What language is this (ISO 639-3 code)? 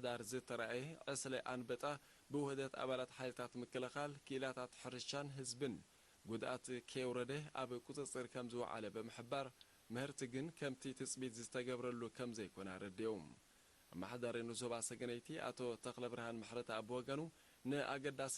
tir